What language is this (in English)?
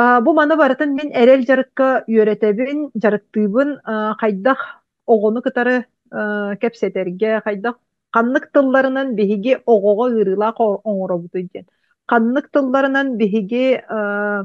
Yakut